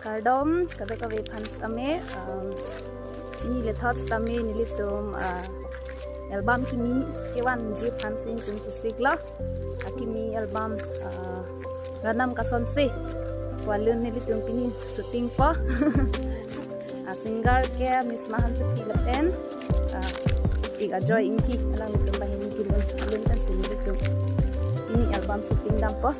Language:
Karbi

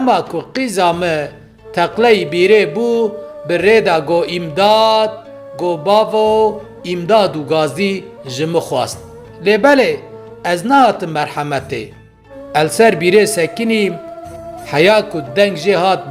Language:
Kurdish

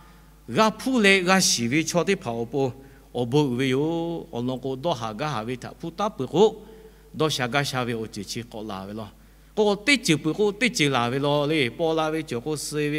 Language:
Lahu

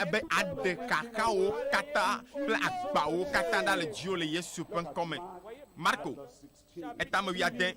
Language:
Ewe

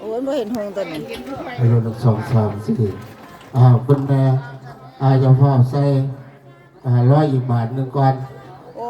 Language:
Lao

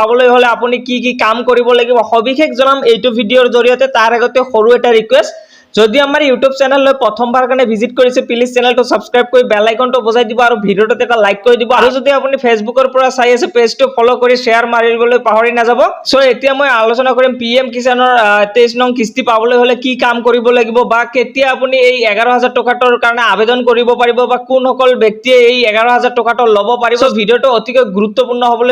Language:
Assamese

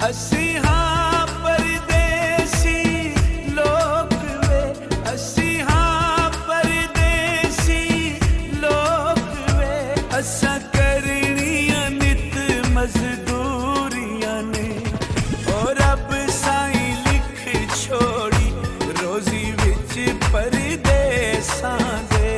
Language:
Pahari-Potwari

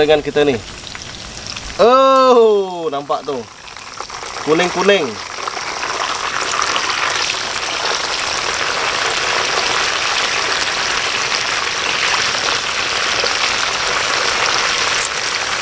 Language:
Malay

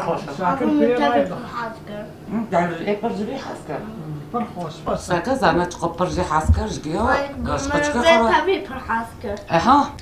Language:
Kurdish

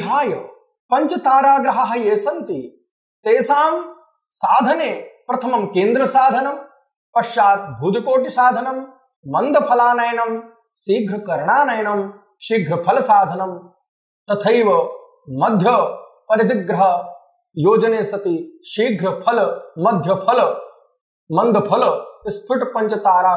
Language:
Sanskrit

